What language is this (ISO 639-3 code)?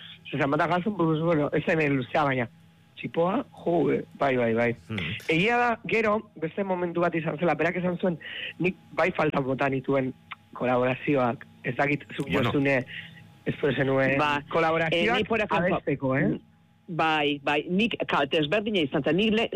eus